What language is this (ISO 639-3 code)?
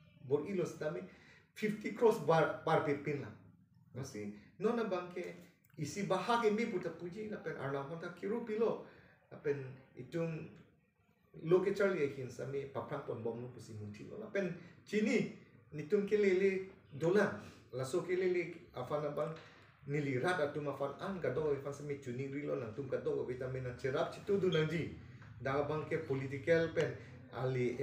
mjw